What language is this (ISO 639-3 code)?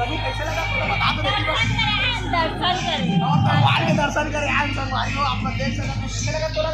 hne